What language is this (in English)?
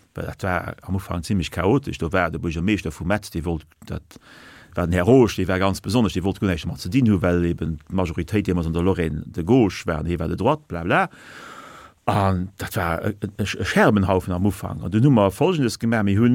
Luxembourgish